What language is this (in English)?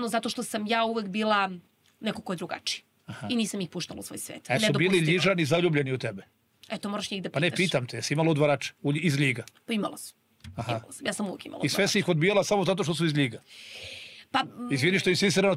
Serbian